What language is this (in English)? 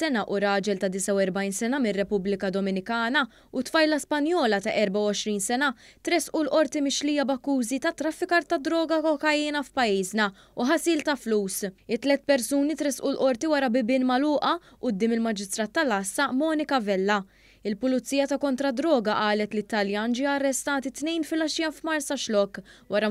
Maltese